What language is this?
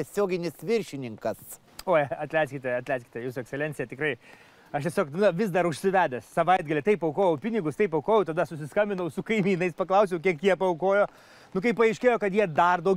Lithuanian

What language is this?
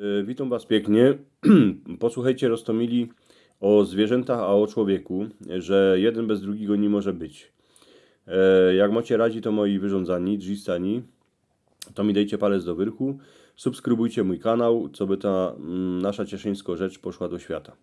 Silesian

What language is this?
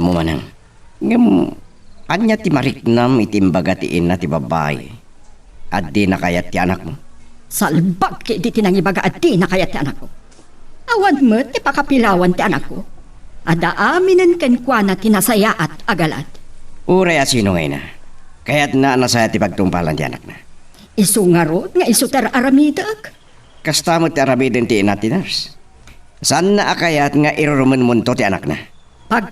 Iloko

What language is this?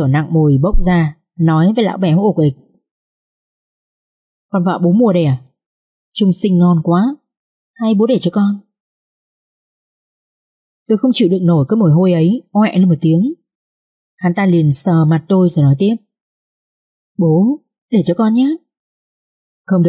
Vietnamese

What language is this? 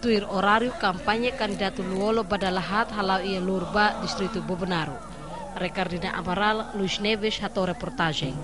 Tetum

